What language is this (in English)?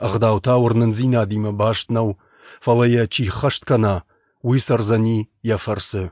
Ossetic